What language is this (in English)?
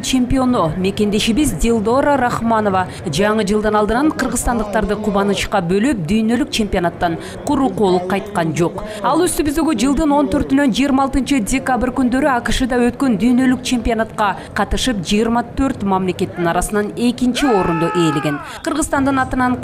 Kyrgyz